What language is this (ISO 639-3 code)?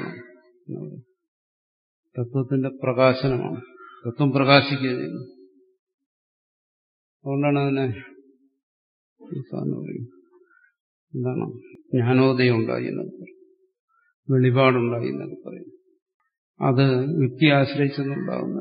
mal